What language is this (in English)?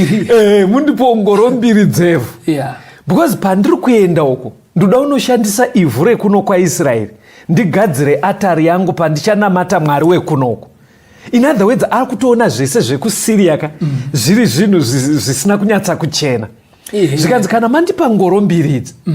Shona